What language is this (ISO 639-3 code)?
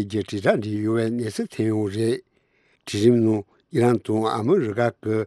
bod